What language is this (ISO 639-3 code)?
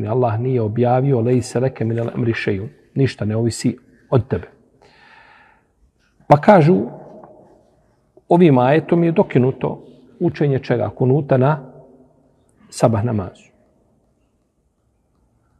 bos